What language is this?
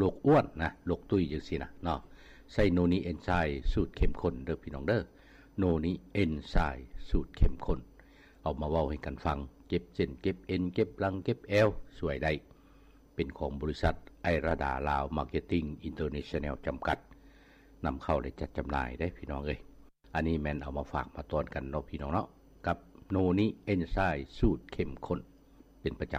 Lao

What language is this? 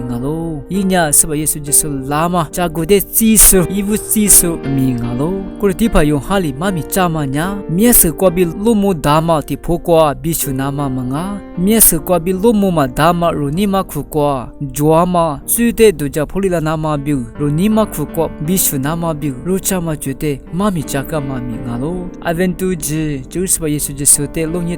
Lisu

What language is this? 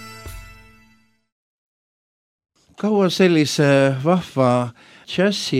Estonian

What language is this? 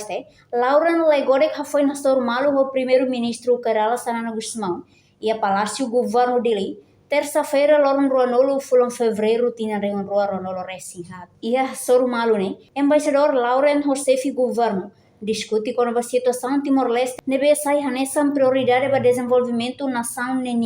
Tetum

